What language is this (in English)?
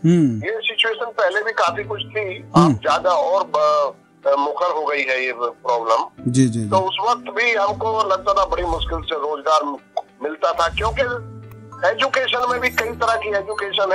Hindi